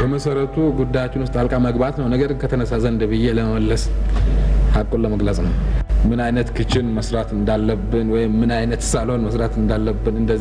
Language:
Amharic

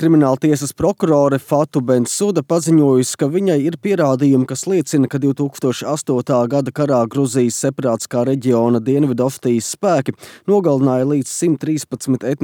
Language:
Latvian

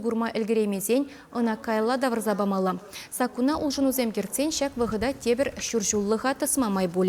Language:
Chuvash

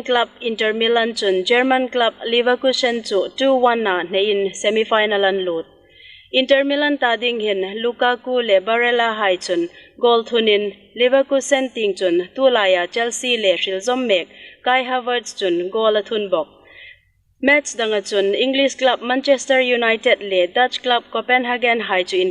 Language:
Hmar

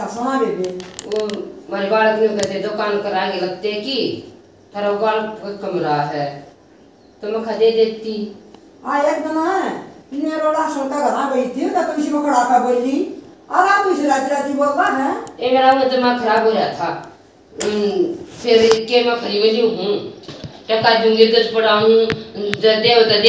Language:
Haryanvi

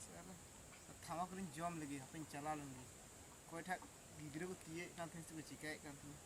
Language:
Santali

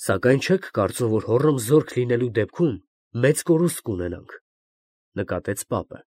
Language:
Armenian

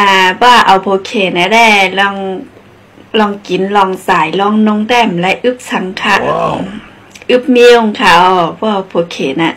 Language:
Shan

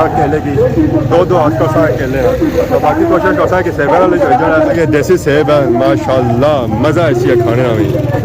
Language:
Pahari-Potwari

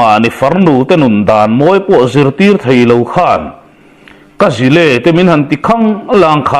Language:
Mizo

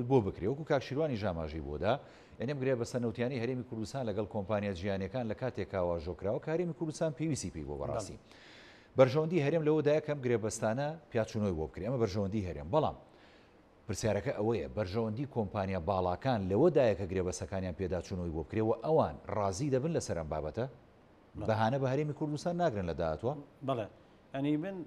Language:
Central Kurdish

